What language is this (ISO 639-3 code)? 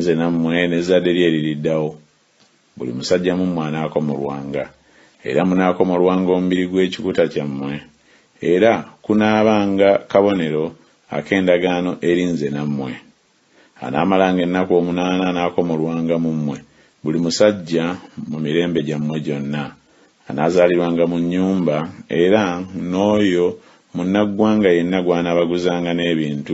lug